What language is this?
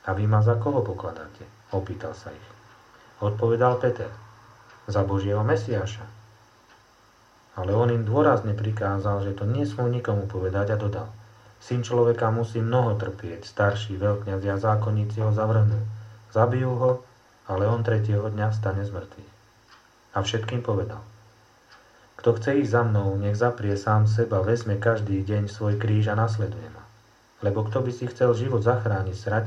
Slovak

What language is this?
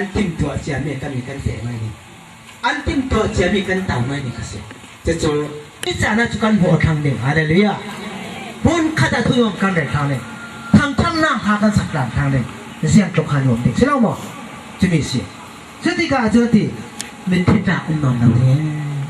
Falam Chin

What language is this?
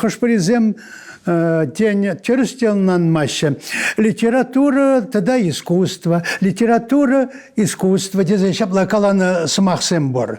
Chuvash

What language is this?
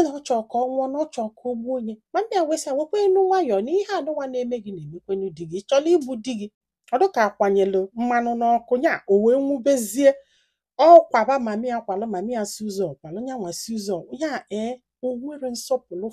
Igbo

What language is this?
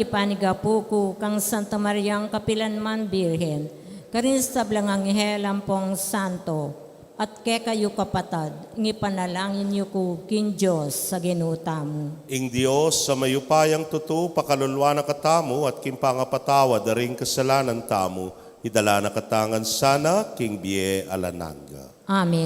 Pampanga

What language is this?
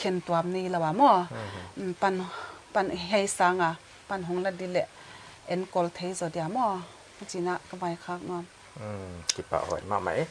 Paite Chin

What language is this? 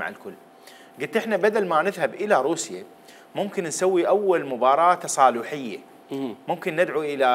Mesopotamian Arabic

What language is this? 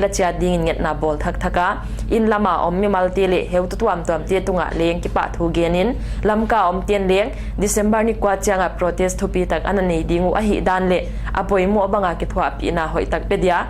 Paite Chin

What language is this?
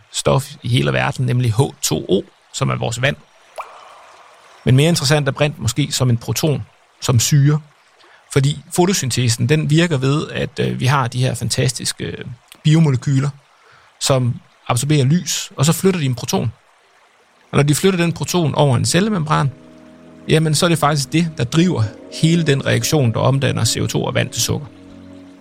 Danish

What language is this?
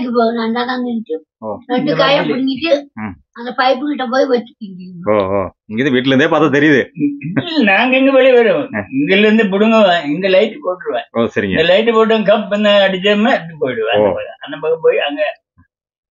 Tamil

